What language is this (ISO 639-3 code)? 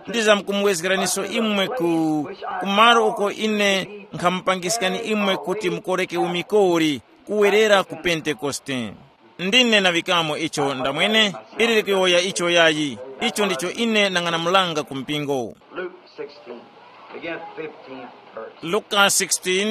tum